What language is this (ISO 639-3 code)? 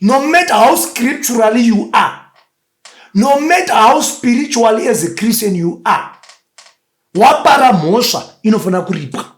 sna